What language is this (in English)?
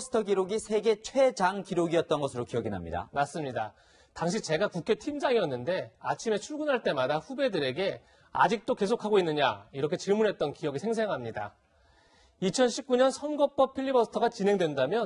Korean